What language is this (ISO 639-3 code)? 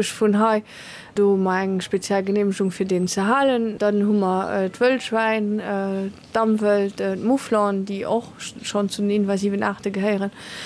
ltz